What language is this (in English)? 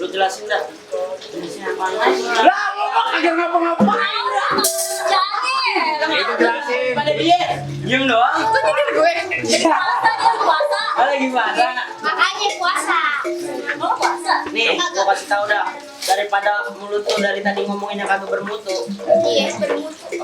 Betawi